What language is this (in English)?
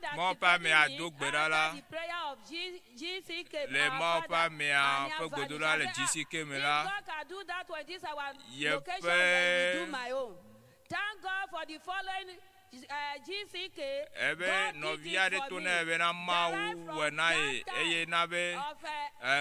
Ewe